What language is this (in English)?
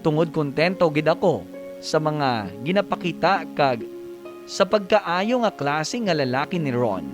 Hiligaynon